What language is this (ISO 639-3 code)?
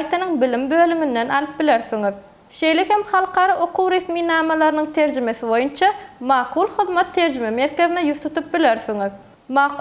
tuk